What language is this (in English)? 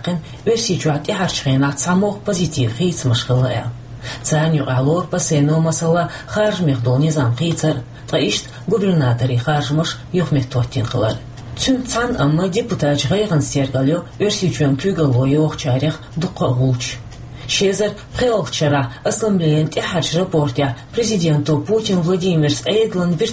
Chechen